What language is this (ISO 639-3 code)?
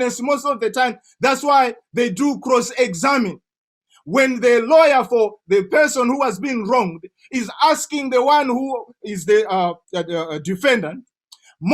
eng